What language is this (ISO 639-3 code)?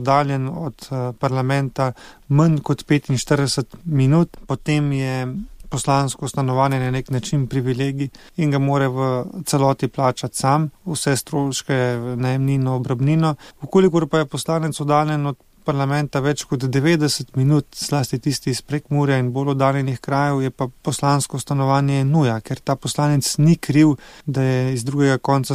slv